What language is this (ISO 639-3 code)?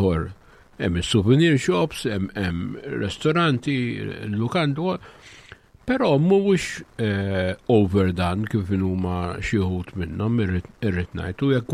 mlt